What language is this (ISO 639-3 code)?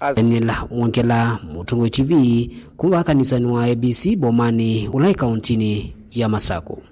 kam